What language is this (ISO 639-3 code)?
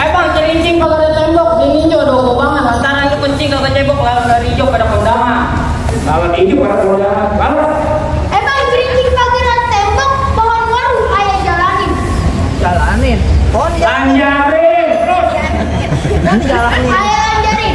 bew